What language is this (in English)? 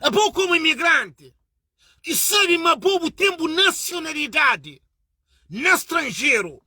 Kabuverdianu